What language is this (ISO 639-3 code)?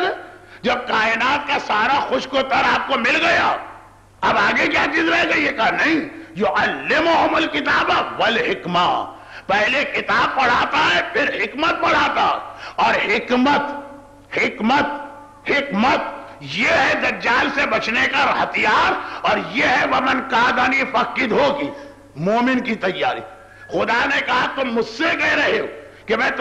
urd